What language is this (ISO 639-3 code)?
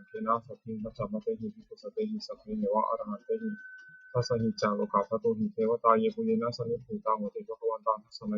pli